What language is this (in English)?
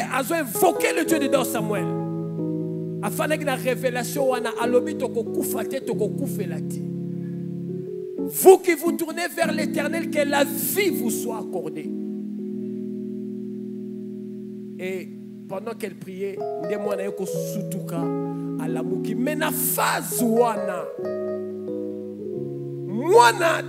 French